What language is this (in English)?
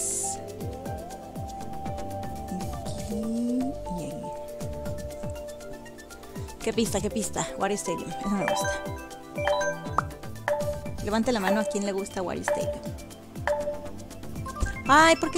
Spanish